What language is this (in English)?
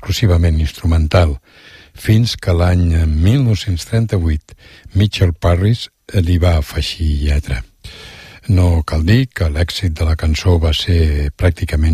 Catalan